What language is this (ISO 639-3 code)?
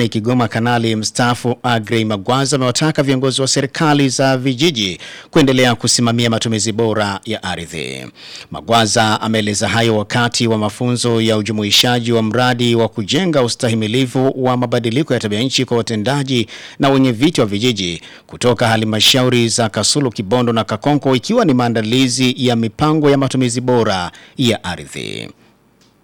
swa